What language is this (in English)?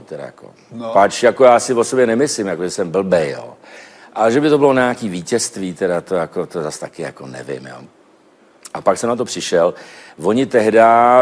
Czech